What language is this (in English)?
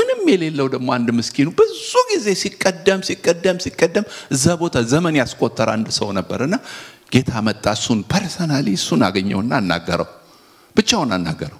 Amharic